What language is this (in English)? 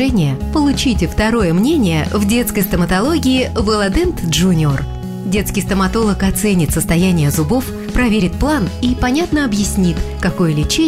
Russian